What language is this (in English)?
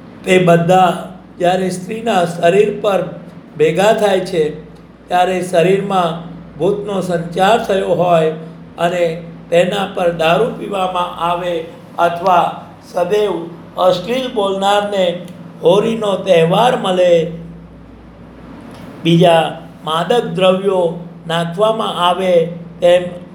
Gujarati